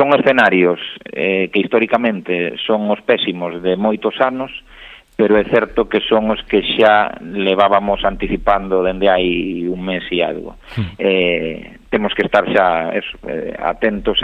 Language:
Galician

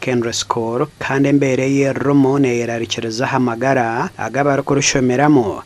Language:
Nyankole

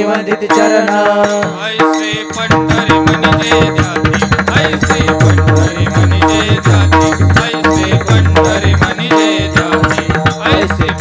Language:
Marathi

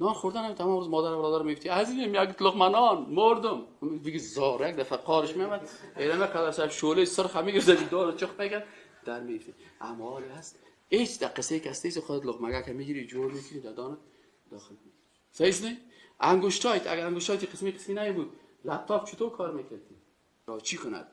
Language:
Persian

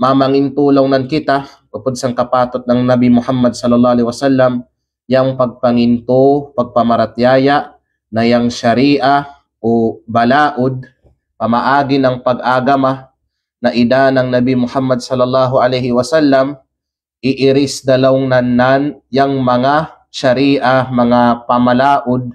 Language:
Kalagan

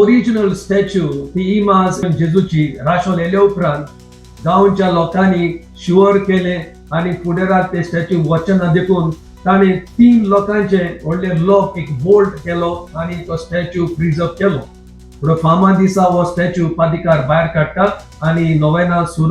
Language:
Konkani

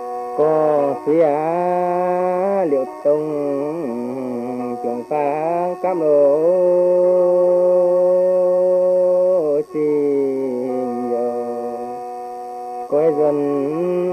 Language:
Vietnamese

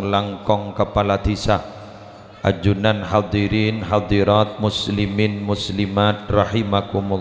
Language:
Madurese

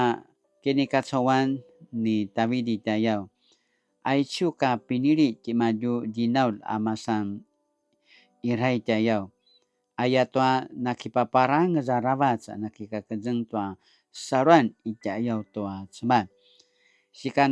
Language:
Paiwan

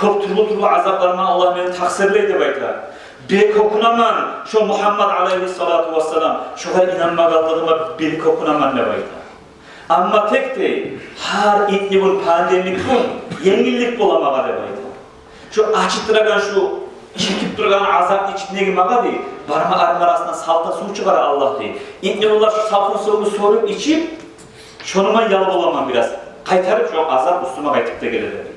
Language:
Kumyk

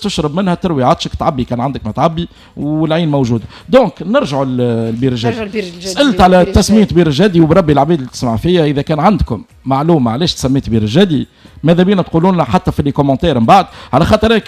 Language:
Tunisian Arabic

